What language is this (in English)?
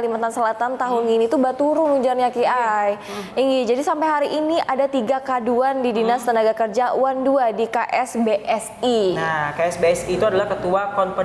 Banjar